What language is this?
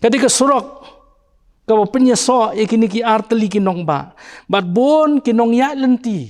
Khasi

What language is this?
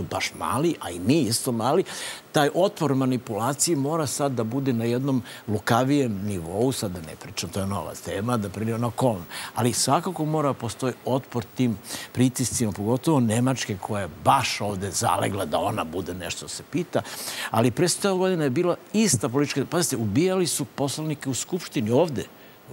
Serbian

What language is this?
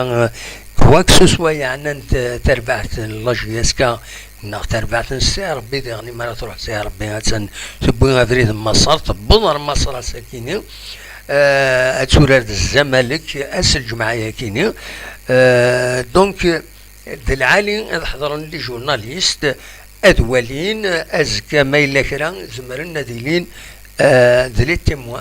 Kabyle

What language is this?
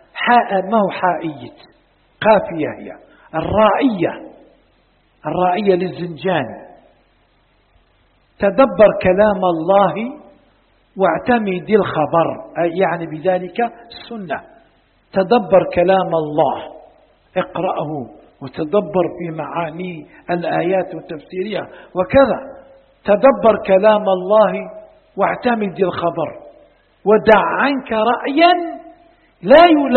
Arabic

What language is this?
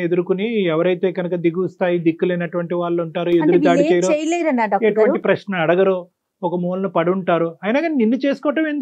Telugu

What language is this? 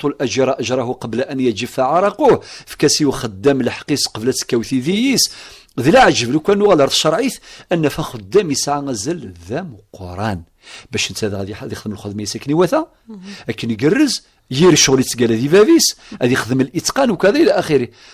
Kabyle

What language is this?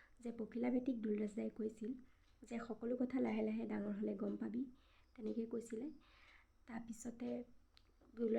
Assamese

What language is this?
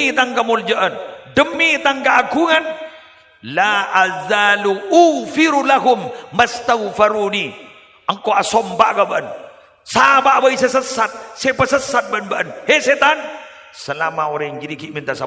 Madurese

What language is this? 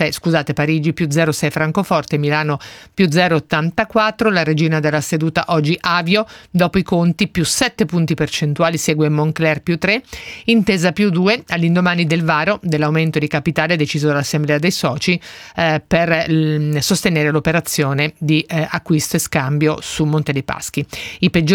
Italian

